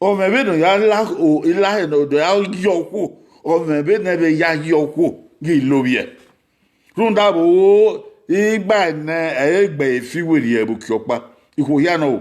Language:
Bini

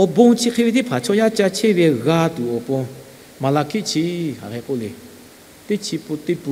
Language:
Lahu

